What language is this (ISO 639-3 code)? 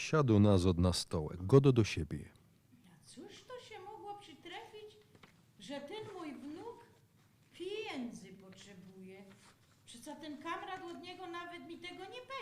szl